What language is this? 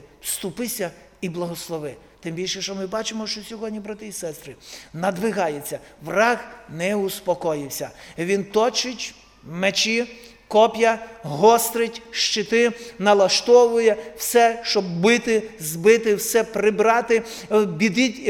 Ukrainian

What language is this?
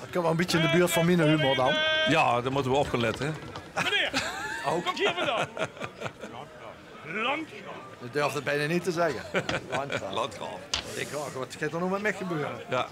Limburgish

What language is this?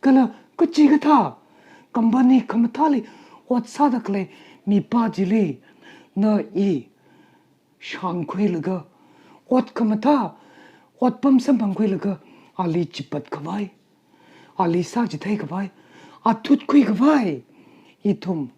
Tangkhul Naga (India)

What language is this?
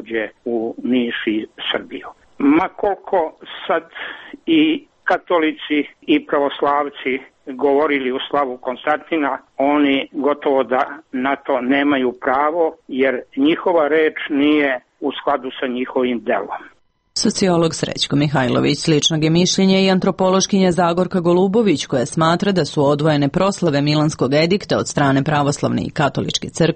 Serbian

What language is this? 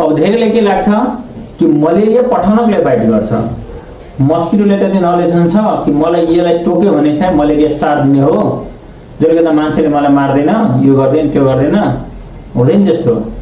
Nepali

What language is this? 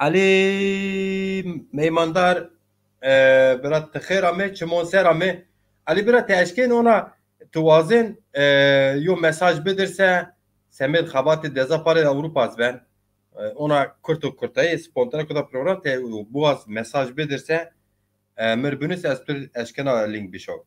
Zaza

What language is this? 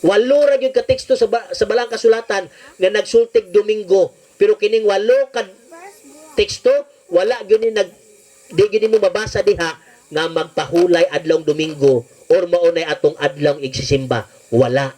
Cebuano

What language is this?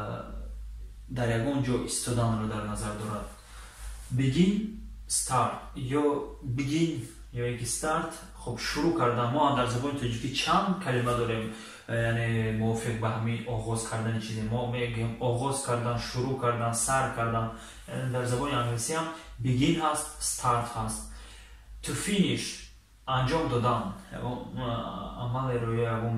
Tajik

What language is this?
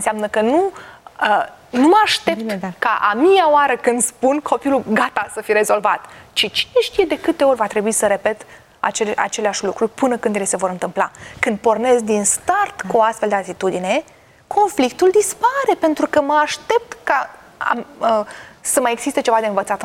Romanian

